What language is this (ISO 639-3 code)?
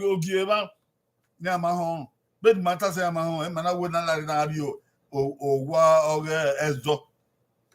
bin